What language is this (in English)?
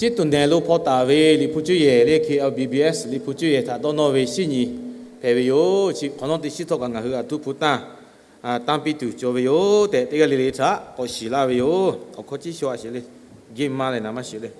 Lahu